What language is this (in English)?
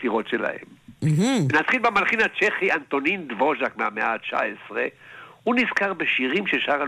Hebrew